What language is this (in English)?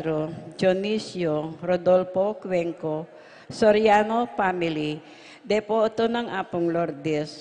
Pampanga